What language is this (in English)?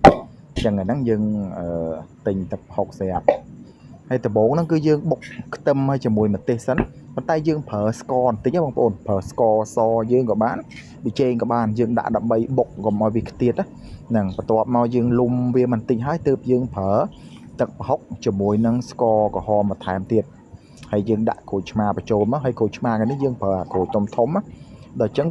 Khmer